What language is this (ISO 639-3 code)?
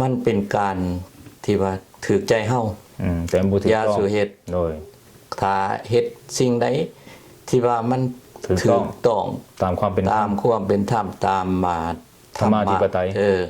lao